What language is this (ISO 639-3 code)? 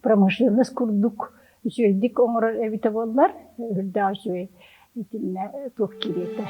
sah